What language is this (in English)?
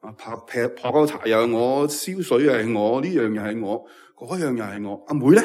Cantonese